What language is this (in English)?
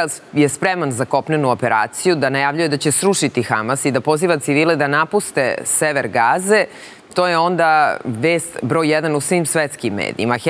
Serbian